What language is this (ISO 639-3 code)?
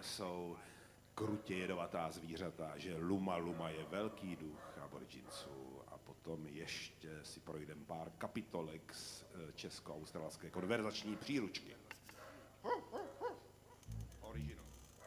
ces